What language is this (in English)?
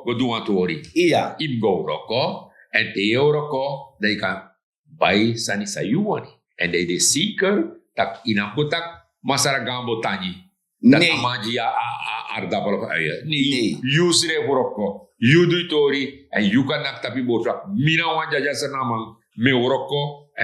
Sranan Tongo